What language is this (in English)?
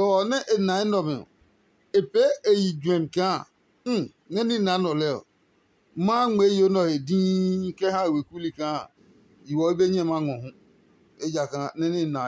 Adangme